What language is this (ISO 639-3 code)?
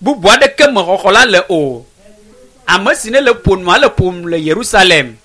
ewe